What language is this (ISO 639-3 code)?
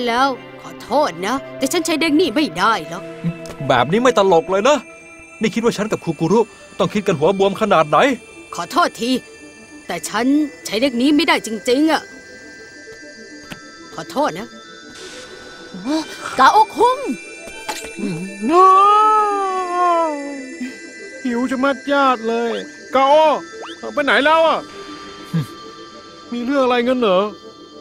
tha